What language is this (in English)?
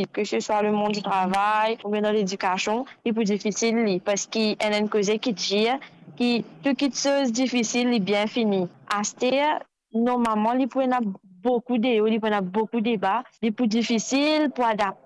Morisyen